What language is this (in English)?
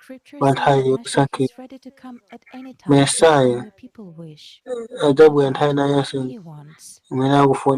Nyanja